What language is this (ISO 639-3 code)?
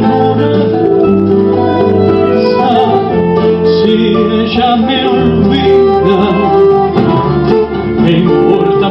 spa